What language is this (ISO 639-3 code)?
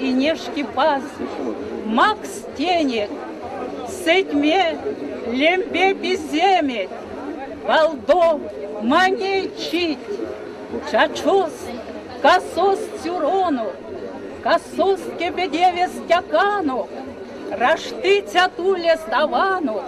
myv